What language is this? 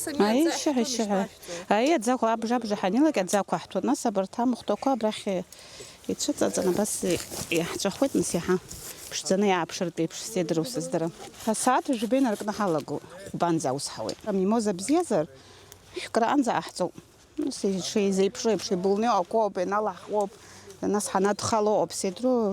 Abkhazian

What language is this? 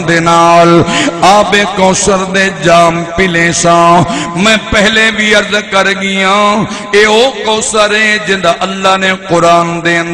Saraiki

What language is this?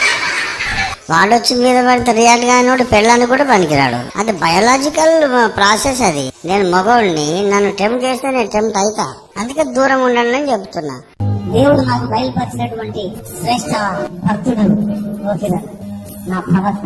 Telugu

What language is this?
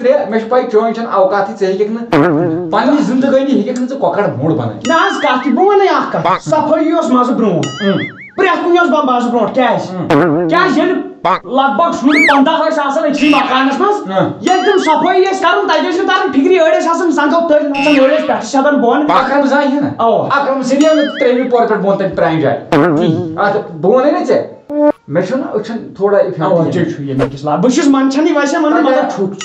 Kashmiri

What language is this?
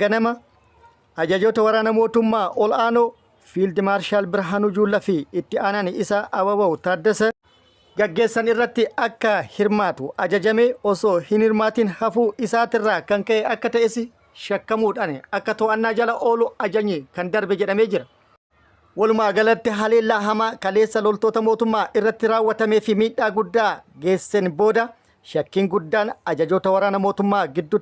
Oromo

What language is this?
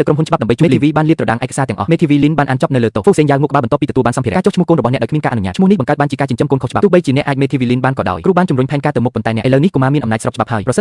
Khmer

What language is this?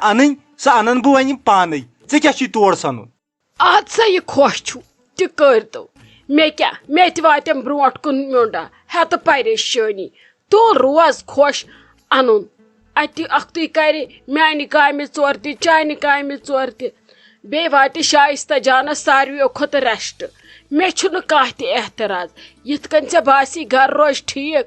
Kashmiri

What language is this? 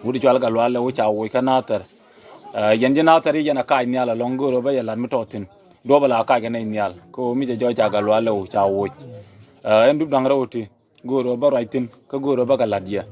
Nuer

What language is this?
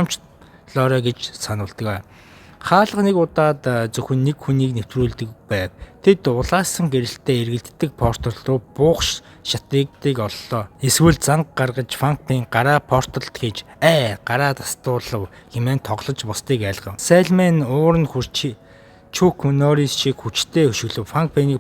Mongolian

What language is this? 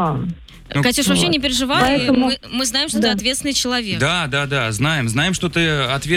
Russian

